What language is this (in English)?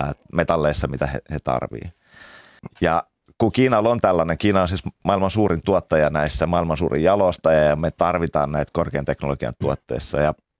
Finnish